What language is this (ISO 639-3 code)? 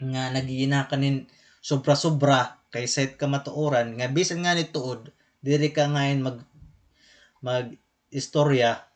war